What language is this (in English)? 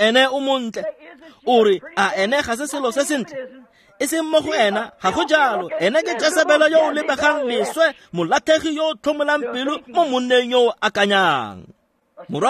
Tswana